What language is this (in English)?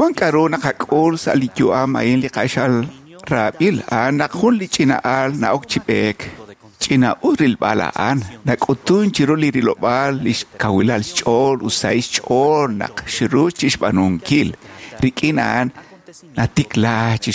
Kekchí